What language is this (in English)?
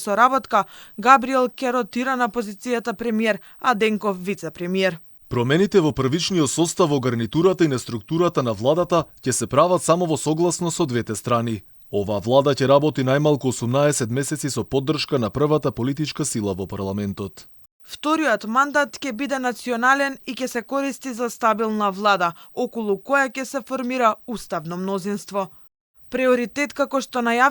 Macedonian